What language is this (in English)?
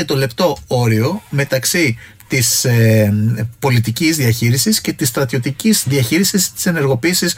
Greek